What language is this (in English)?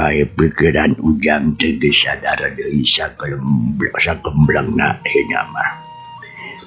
Sundanese